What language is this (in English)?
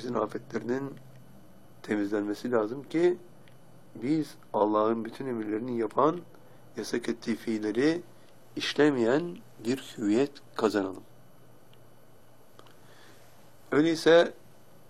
Turkish